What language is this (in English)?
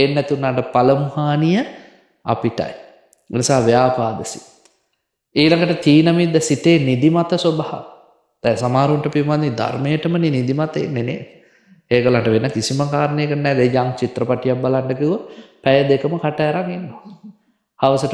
Sinhala